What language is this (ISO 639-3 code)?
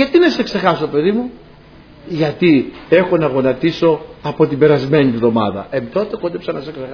ell